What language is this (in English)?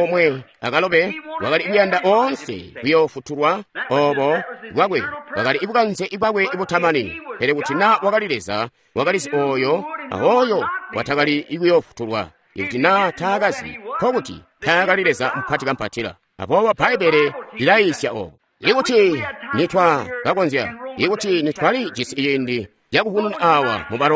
Tonga (Zambia)